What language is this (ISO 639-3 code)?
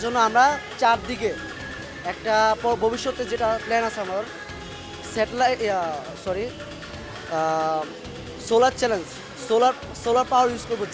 ben